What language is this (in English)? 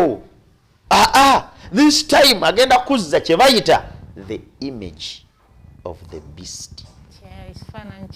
Ganda